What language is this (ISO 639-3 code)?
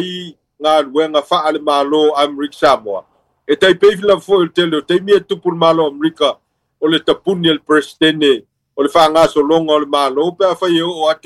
smo